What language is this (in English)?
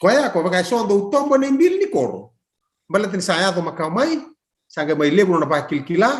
Fijian